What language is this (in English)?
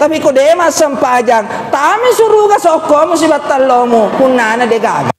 Buginese